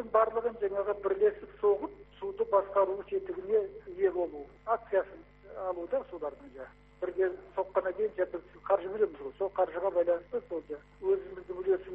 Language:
Kazakh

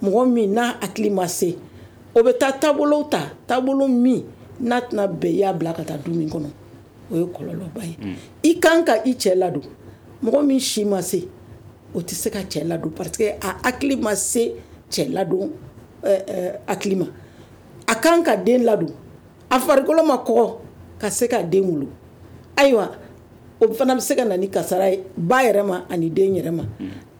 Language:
Bambara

